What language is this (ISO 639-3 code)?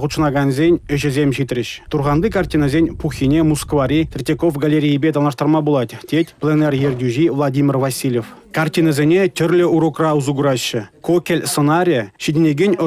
chv